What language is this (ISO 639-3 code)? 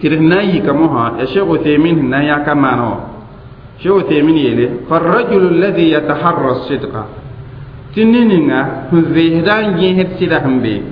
mos